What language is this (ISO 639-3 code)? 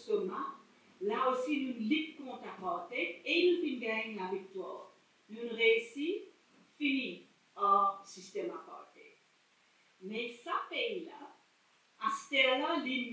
mfe